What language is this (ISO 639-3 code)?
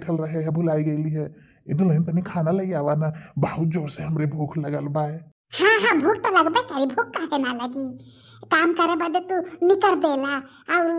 bho